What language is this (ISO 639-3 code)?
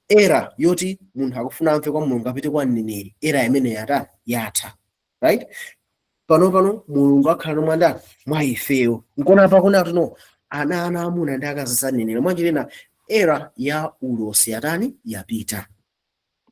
nya